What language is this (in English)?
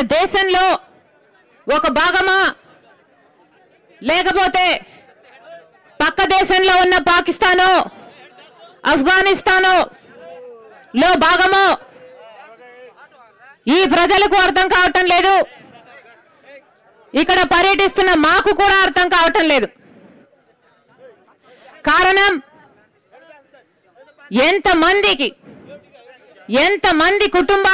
Telugu